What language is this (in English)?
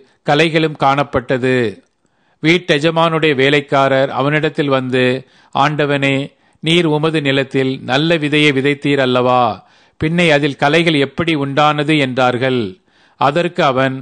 Tamil